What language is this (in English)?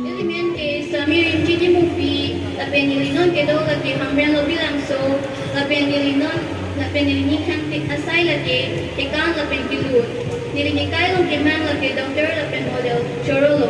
Karbi